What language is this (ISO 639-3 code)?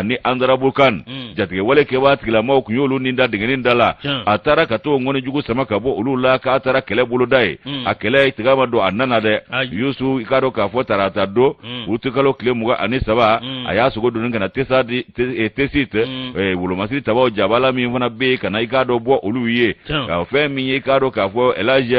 bam